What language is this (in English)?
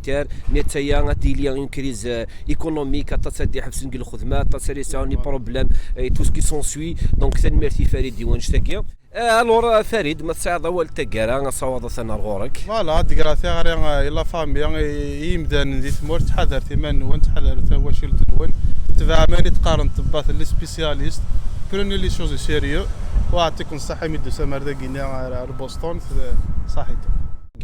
Kabyle